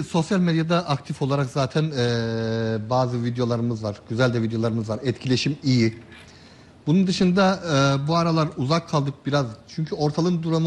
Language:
Turkish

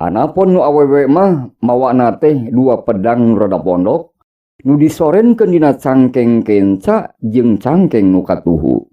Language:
Sundanese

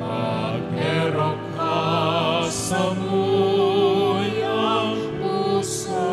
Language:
Bikol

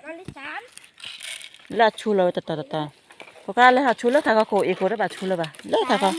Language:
S'gaw Karen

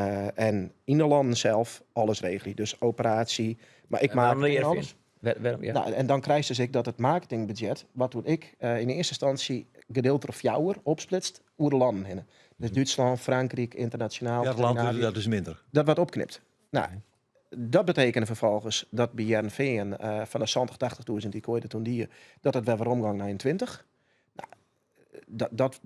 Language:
Western Frisian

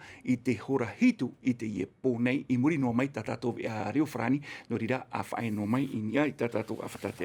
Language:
Tahitian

